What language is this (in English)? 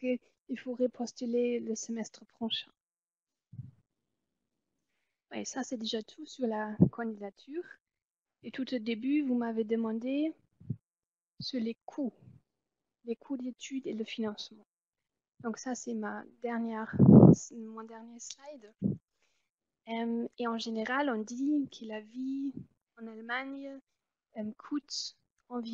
French